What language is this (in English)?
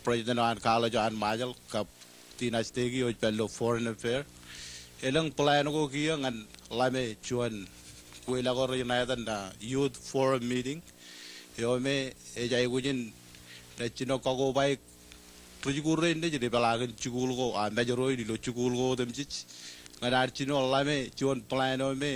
Marshallese